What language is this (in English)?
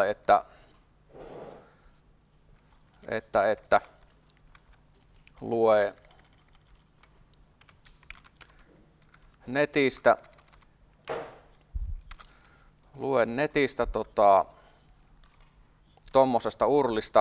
Finnish